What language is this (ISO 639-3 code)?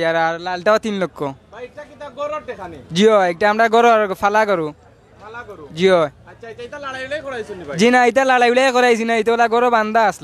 syl